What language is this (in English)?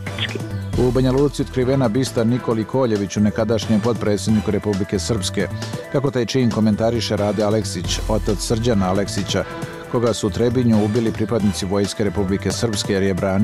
Bosnian